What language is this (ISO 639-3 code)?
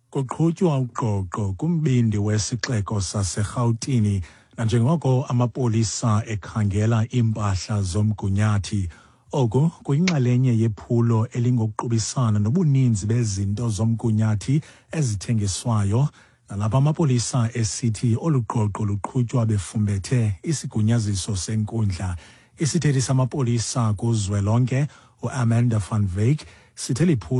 xho